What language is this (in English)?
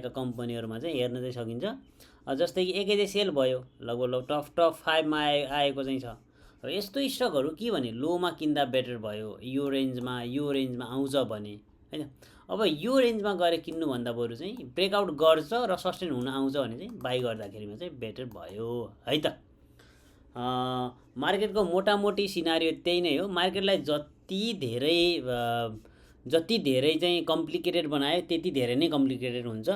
Nepali